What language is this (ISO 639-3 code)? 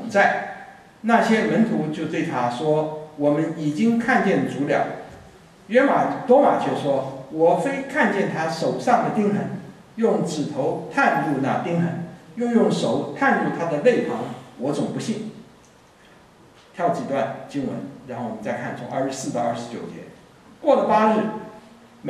zho